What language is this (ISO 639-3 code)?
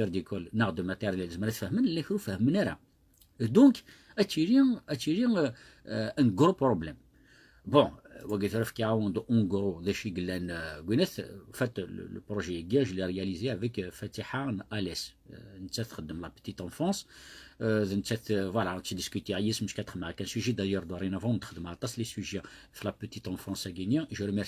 kab